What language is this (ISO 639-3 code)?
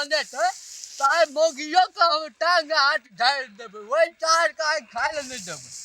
mai